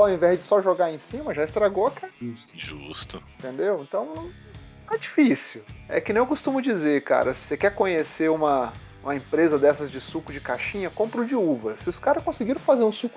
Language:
Portuguese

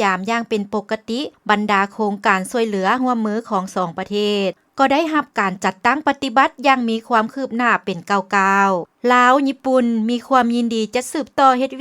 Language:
Lao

